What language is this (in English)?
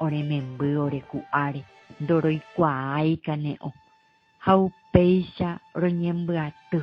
Guarani